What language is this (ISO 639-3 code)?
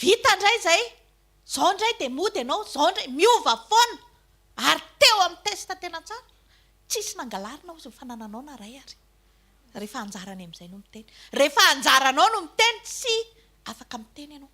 mlg